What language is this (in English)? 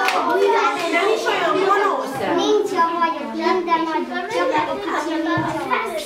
Hungarian